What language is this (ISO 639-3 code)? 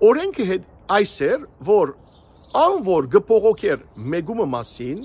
hyw